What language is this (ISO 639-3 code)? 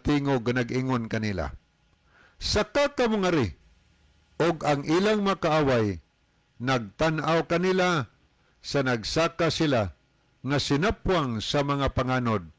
ceb